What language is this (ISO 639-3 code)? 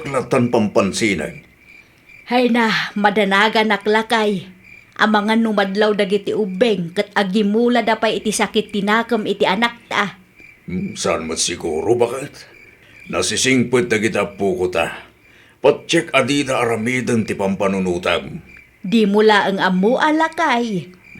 ilo